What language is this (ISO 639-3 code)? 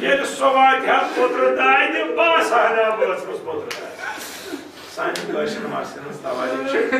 kas